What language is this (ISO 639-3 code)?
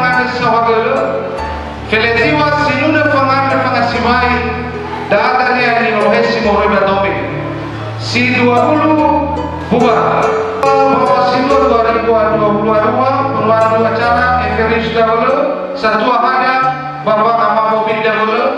nia